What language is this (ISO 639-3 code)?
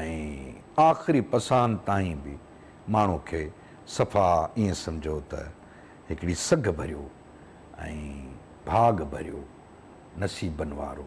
snd